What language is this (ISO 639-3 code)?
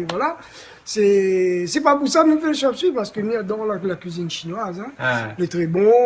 rcf